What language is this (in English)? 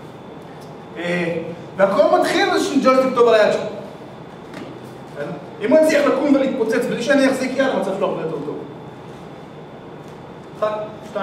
Hebrew